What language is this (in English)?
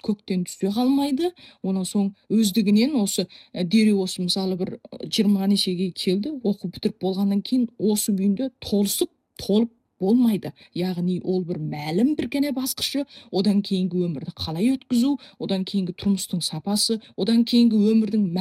Kazakh